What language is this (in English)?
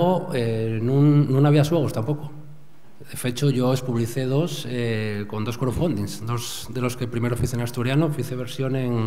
Asturian